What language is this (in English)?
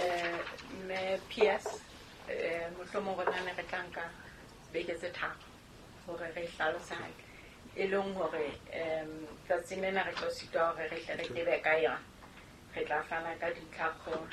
Southern Sotho